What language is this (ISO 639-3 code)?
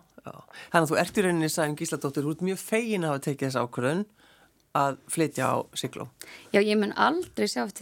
isl